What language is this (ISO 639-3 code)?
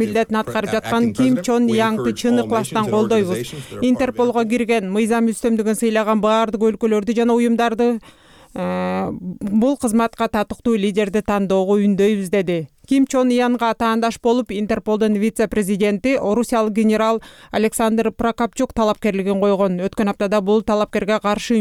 kir